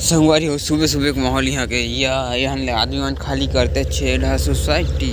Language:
Chhattisgarhi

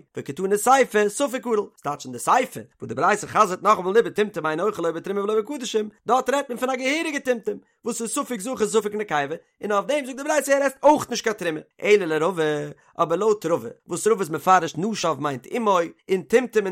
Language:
Yiddish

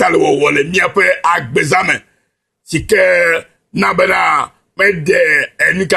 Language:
Ewe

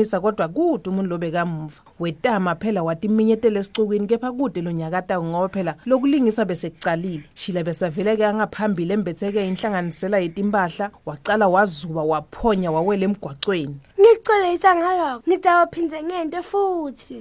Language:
Swati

